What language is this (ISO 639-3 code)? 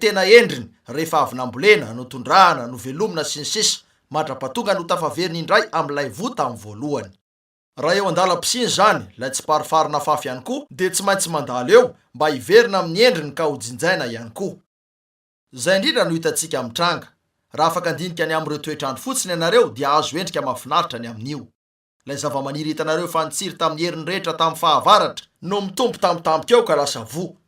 mlg